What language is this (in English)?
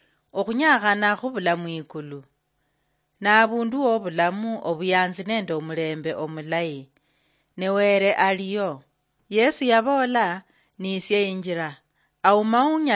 Luyia